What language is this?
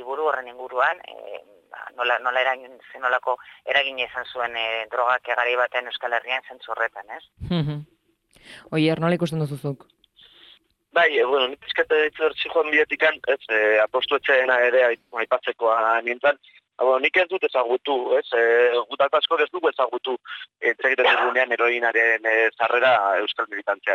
Basque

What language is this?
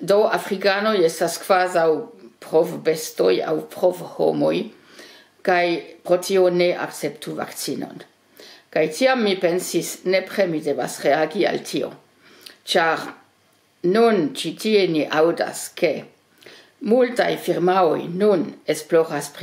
Esperanto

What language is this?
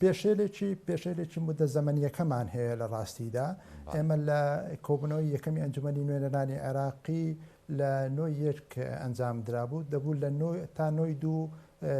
Central Kurdish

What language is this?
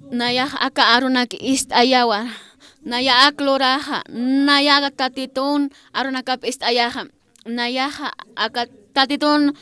Aymara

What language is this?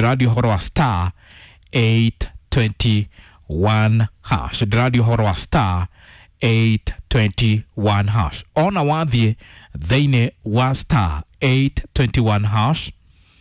Kikuyu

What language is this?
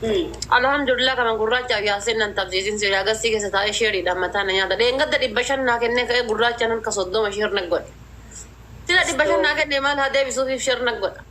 Oromo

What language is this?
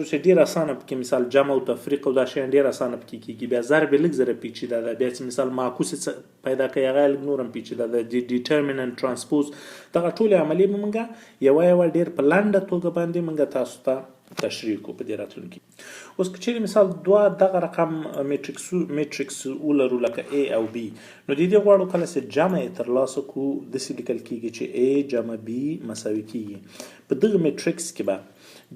Pashto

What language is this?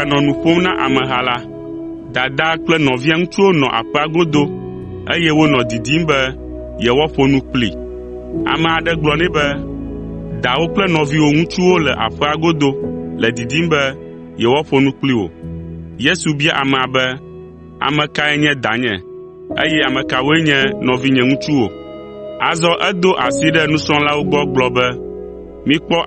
Ewe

